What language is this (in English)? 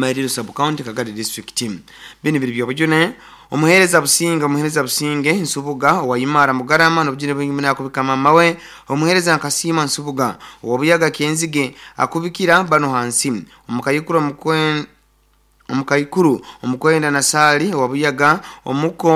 Nyoro